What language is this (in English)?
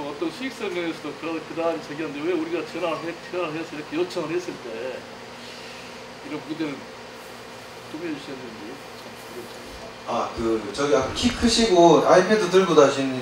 Korean